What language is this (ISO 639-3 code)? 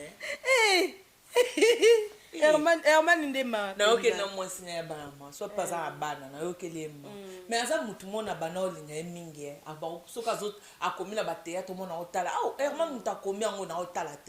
lin